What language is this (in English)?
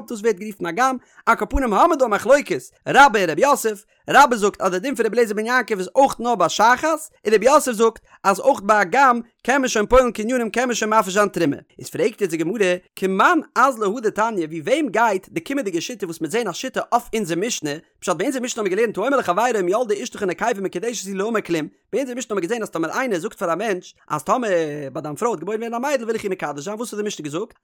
Yiddish